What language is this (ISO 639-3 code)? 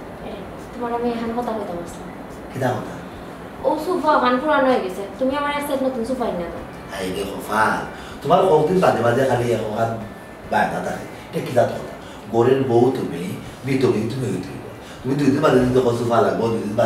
syl